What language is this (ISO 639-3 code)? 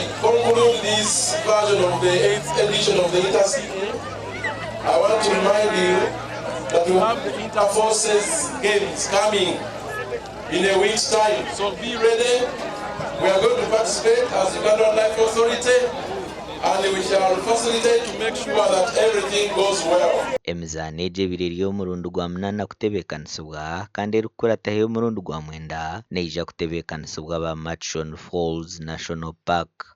nyn